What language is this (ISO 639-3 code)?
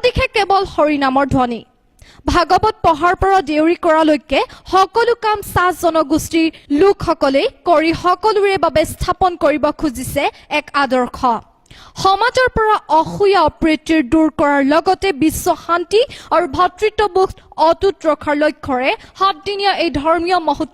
asm